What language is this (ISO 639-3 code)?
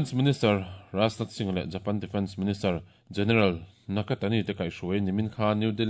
lus